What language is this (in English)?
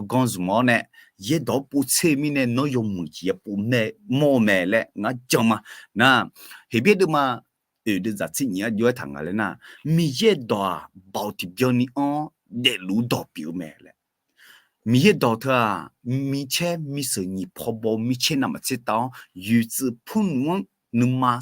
Akha